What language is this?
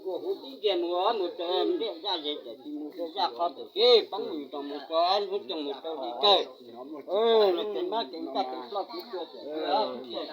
Hmong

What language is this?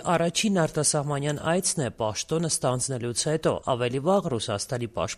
Armenian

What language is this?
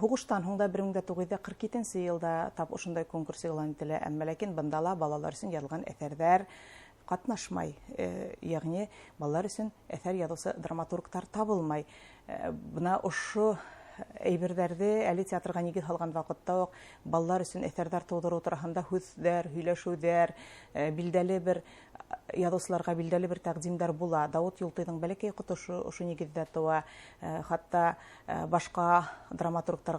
Bashkir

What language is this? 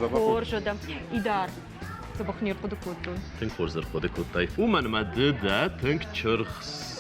Ossetic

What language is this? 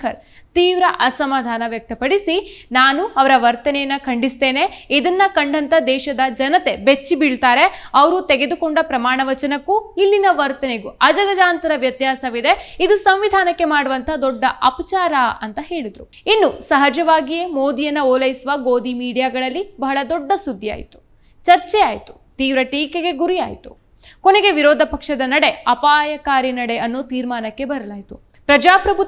Kannada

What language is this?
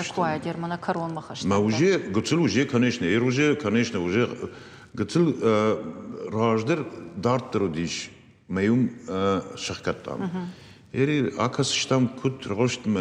Ossetic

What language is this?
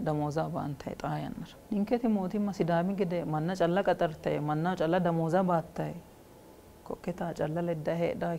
Sidamo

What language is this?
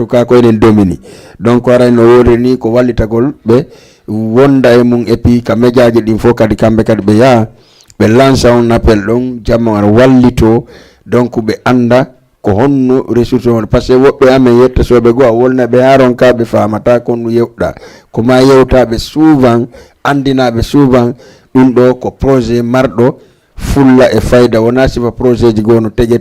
Fula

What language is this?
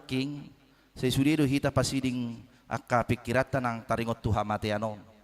Batak Toba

